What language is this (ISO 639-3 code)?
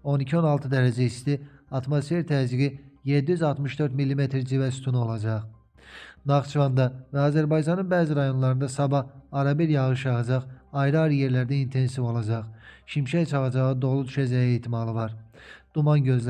aze